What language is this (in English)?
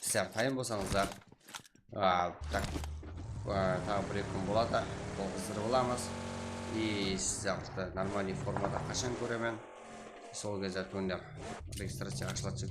Kara-Kalpak